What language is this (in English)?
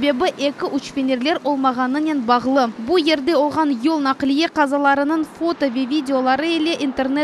Crimean Tatar